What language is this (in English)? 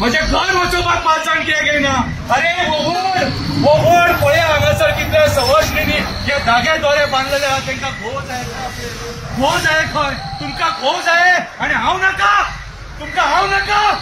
Konkani